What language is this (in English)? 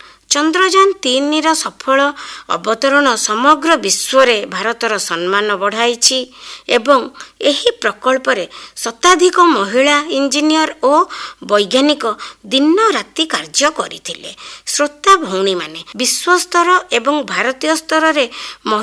Odia